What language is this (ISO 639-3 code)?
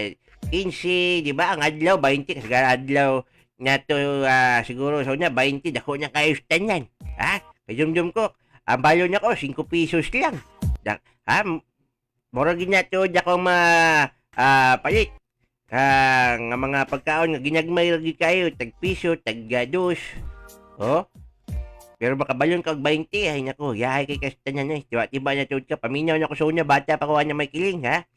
ceb